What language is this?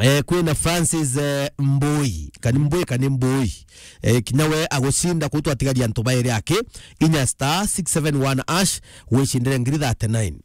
Meru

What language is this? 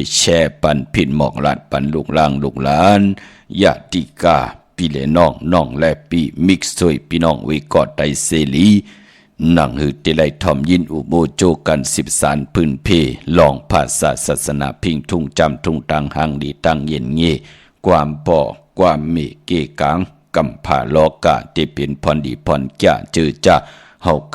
Shan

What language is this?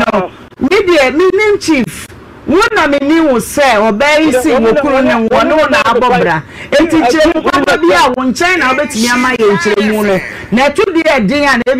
Akan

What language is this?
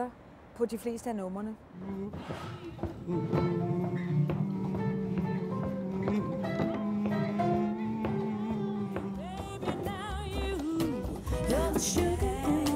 Danish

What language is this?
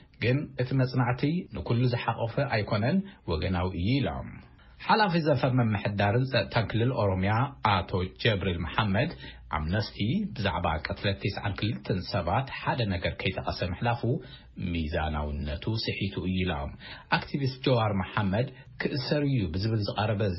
Tigrinya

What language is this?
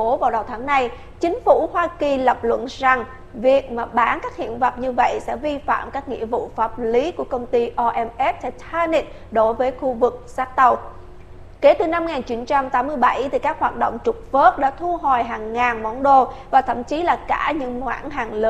Vietnamese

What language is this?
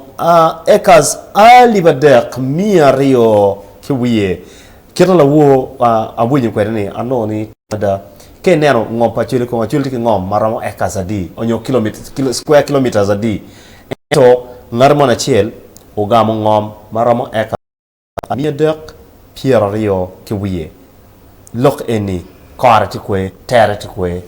Acoli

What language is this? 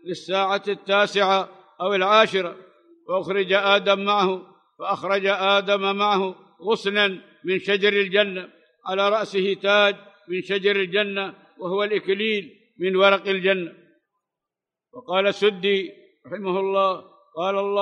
Arabic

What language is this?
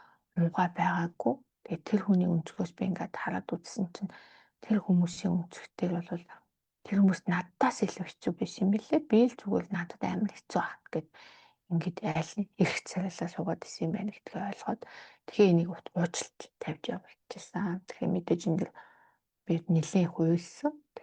Mongolian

